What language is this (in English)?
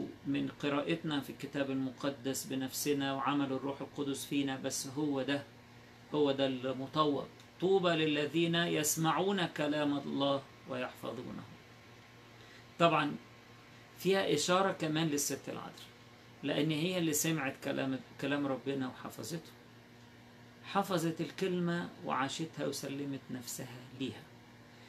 Egyptian Arabic